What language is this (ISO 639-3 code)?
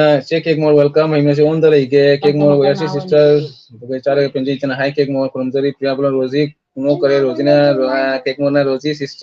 mni